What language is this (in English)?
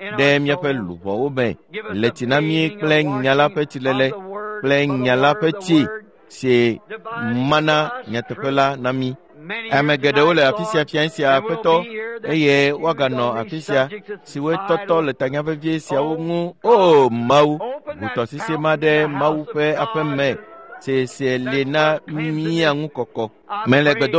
Ewe